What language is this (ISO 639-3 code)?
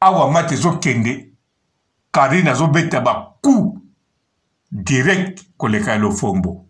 lin